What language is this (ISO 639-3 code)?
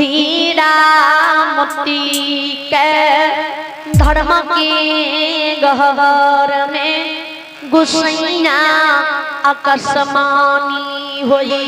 mai